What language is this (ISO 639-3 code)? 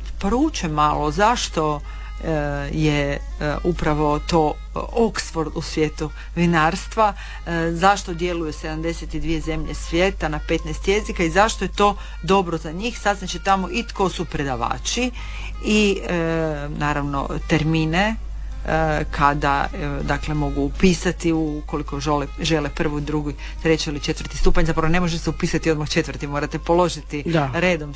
hrv